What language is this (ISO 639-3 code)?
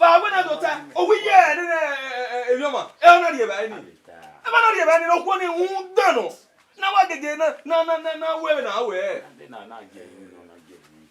bin